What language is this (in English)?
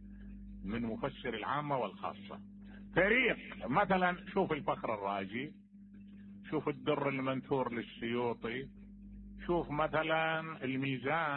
Mesopotamian Arabic